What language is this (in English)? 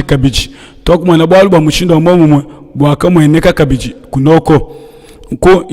Luba-Lulua